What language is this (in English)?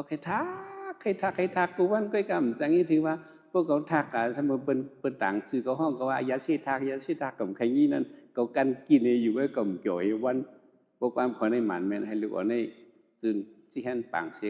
Shan